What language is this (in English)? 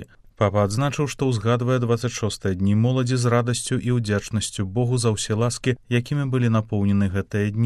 Belarusian